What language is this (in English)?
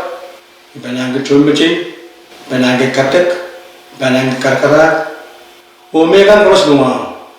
Pohnpeian